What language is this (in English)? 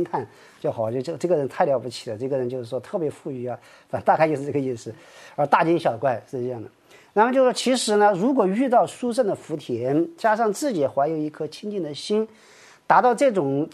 Chinese